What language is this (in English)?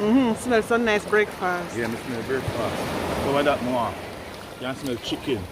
Jamaican Creole English